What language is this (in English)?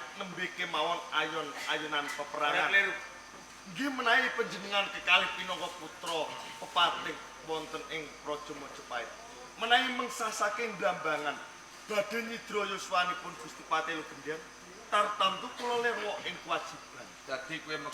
Javanese